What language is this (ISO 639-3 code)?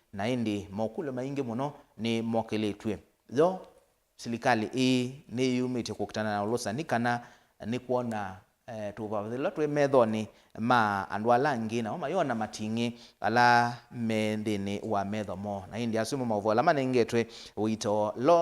kam